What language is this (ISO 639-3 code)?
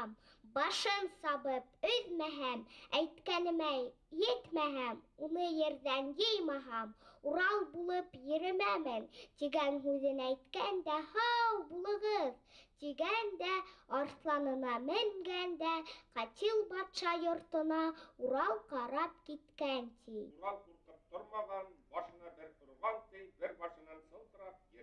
bak